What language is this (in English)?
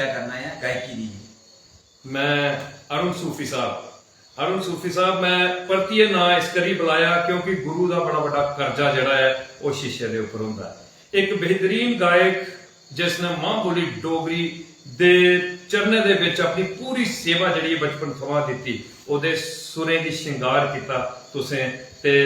Dogri